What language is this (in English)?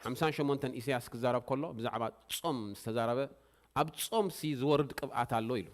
Tigrinya